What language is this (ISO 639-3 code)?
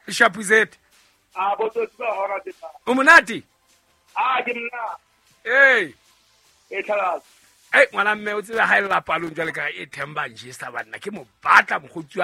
sot